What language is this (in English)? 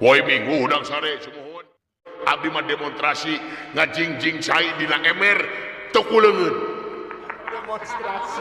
Sundanese